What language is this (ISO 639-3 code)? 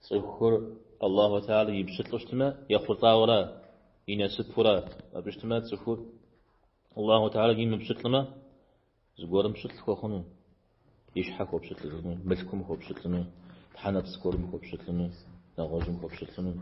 kbd